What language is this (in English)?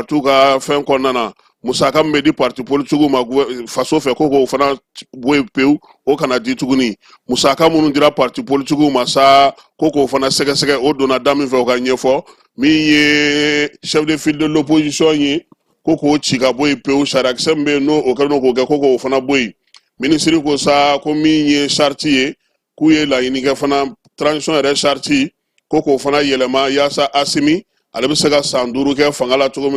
Bambara